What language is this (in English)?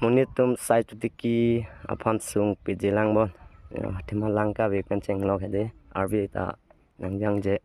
Karbi